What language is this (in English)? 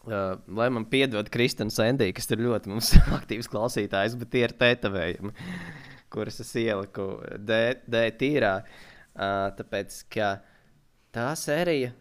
Latvian